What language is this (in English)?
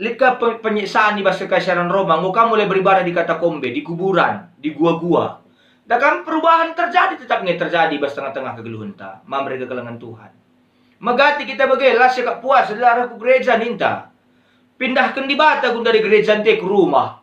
Batak Karo